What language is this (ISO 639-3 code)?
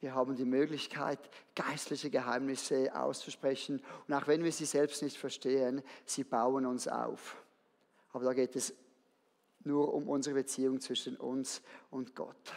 gsw